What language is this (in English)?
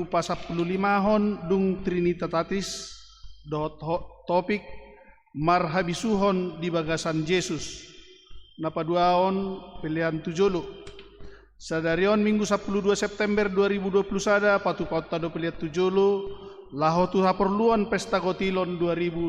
Batak Toba